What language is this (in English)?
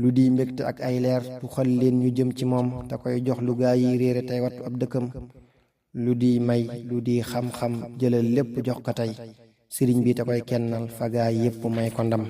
Wolof